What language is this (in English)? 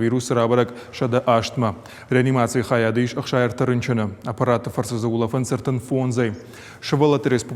Ossetic